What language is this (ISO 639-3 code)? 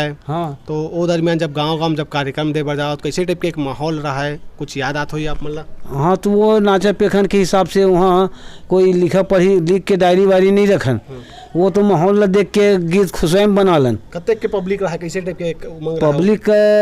hne